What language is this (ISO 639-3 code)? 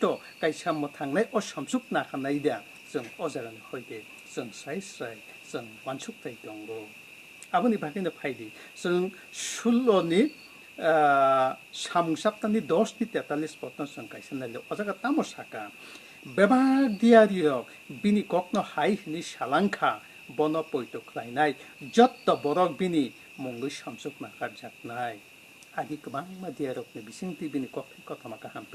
trp